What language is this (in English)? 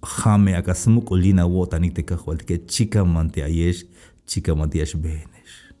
Tzeltal